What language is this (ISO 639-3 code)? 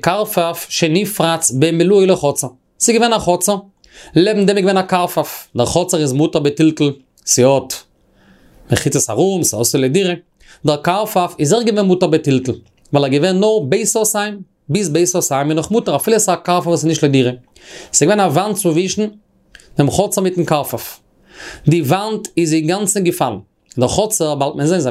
yid